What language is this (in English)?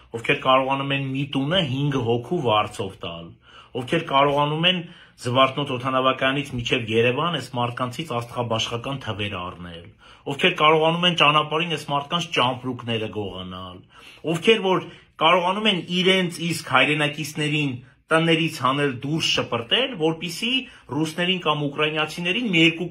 Armenian